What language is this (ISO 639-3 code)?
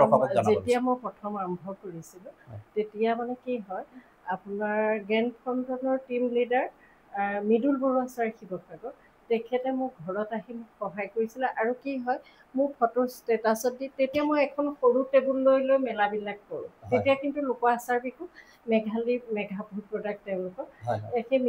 asm